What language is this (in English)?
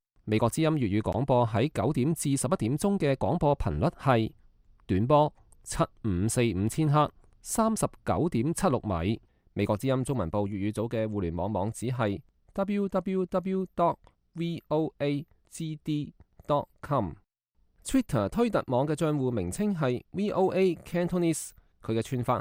Cantonese